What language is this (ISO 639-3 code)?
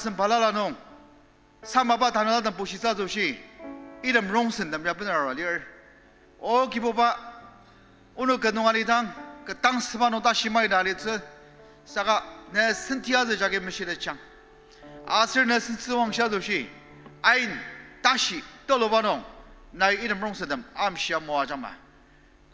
njo